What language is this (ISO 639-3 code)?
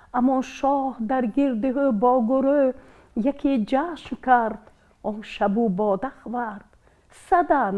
tgk